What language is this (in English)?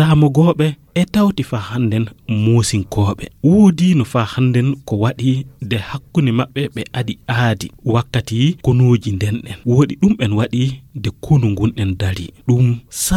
Fula